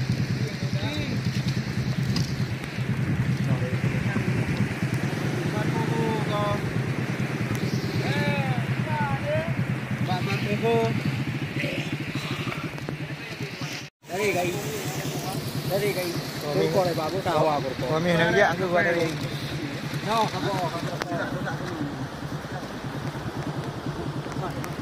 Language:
Malay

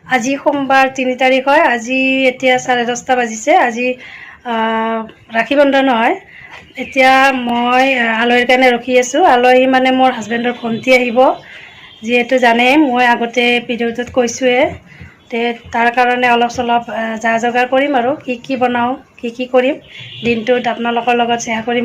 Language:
Assamese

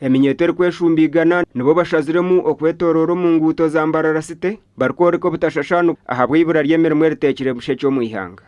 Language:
Nyankole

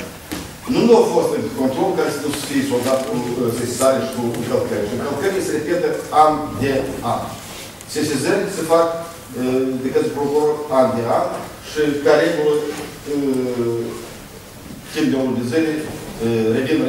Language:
Romanian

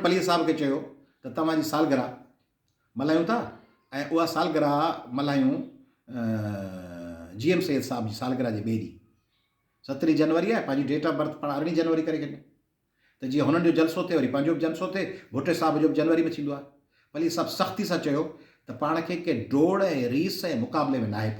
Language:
Sindhi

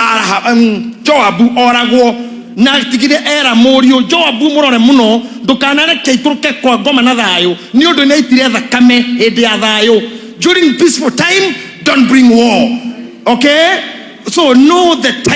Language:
Kikuyu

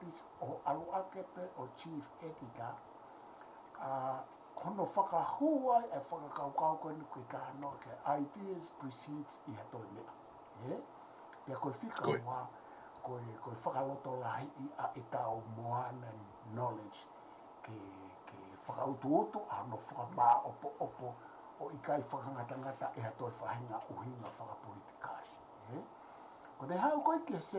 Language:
Tongan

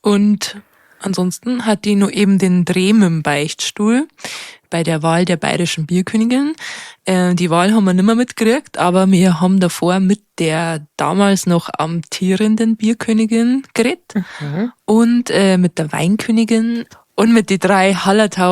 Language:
Bavarian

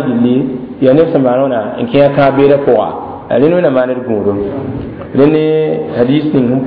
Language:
Mossi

